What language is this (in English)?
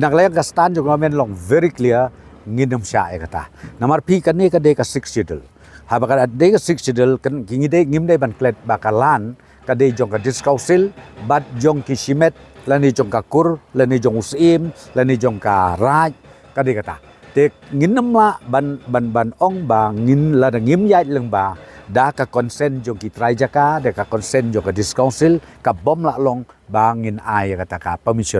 Khasi